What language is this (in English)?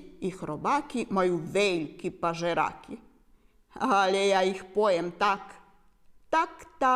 Rusyn